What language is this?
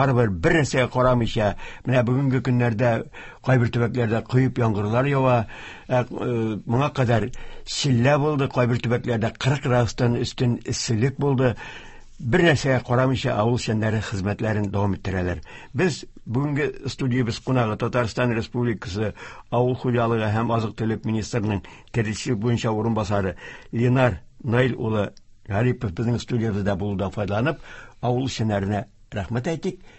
Tatar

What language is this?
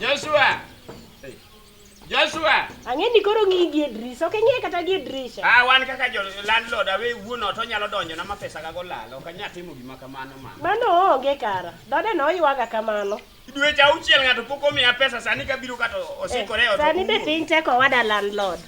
Luo (Kenya and Tanzania)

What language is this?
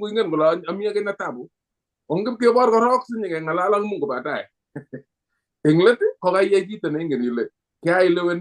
Kalenjin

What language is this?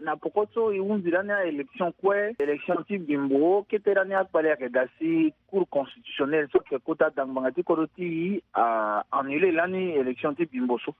Sango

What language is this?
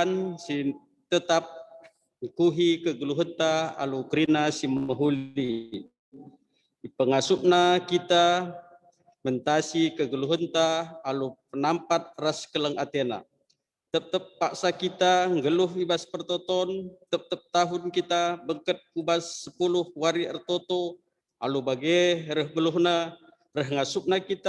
Batak Karo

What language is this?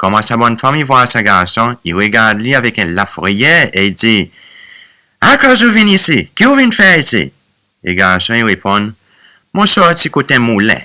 Seselwa Creole French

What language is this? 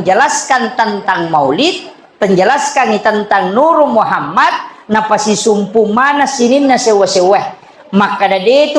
Buginese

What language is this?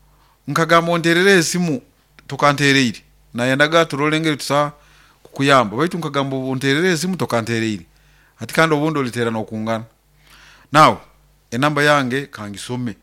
Nyoro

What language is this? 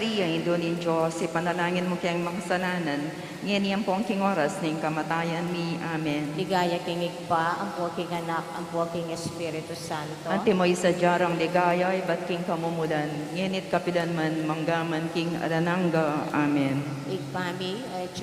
Pampanga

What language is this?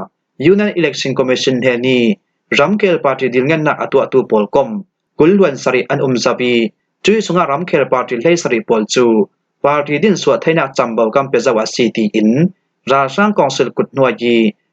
Falam Chin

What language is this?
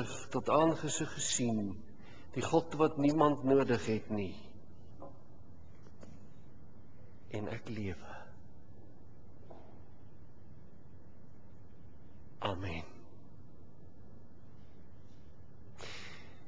Afrikaans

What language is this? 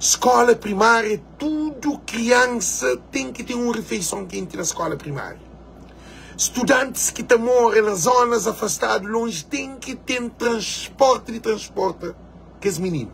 Kabuverdianu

